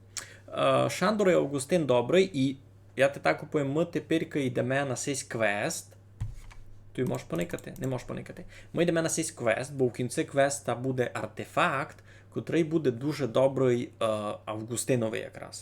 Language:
Rusyn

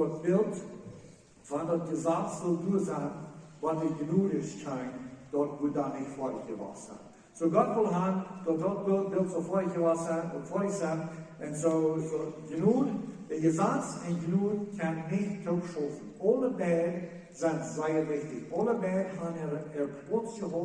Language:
Plautdietsch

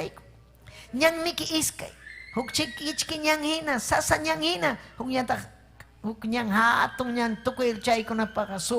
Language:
Ayacucho Quechua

